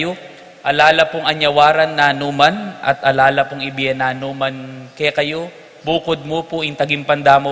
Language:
Pampanga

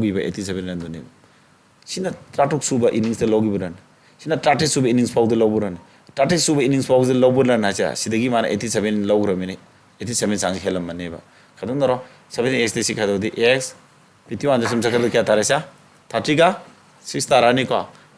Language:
Manipuri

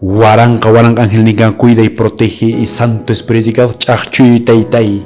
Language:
Quechua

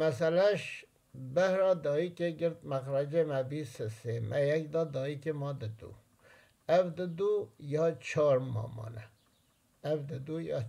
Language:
Kurdish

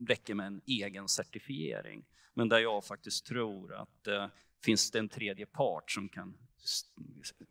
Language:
Swedish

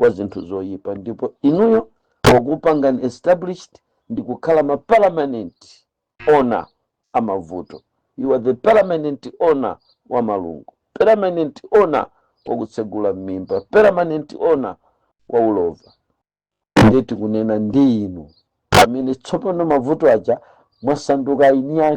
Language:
Nyanja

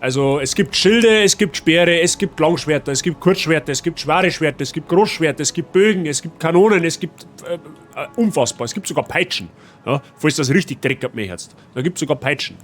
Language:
Bavarian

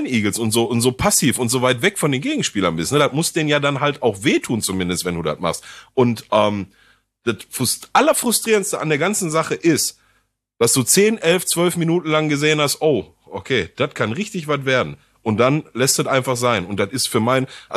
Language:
German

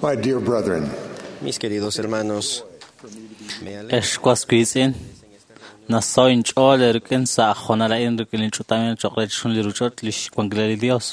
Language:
Kekchí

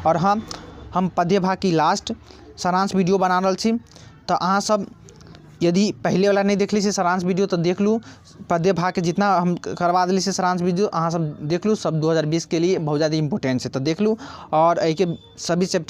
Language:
Maithili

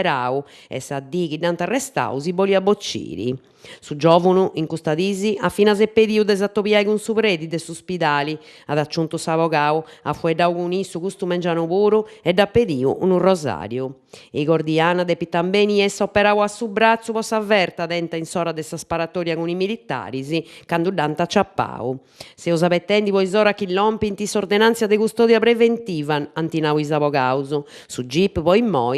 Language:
Sardinian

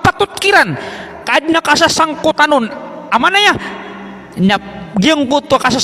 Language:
Maranao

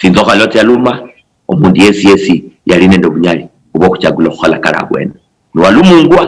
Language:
Luyia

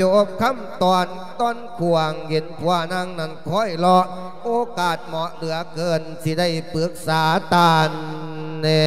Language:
Lao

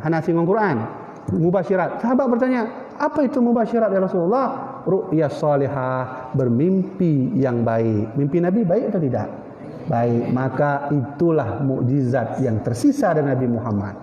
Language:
Achinese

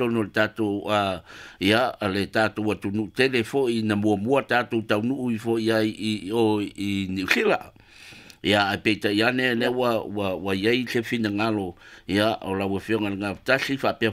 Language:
Samoan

